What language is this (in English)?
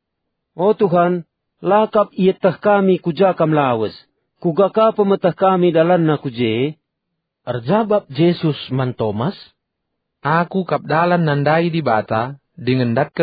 Batak Karo